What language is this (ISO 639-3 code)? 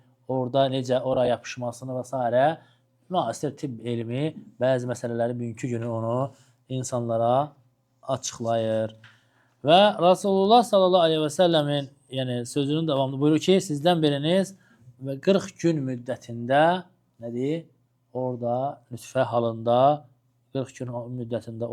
aze